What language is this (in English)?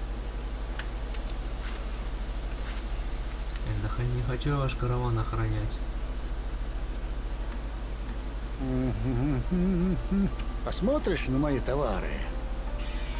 Russian